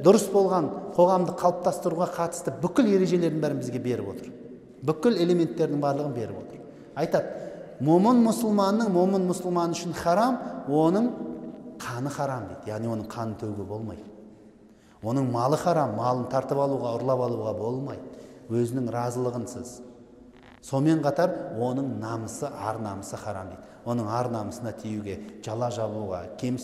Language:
Kazakh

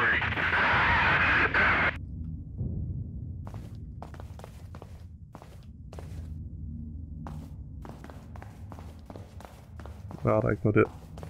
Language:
Danish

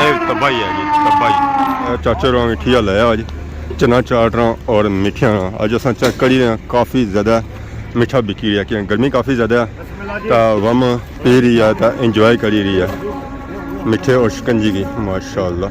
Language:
Pahari-Potwari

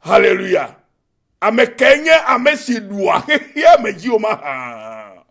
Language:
Ewe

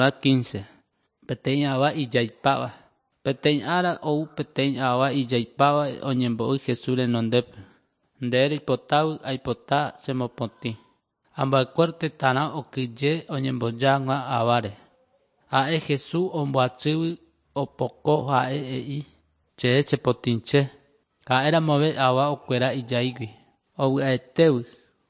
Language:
Guarani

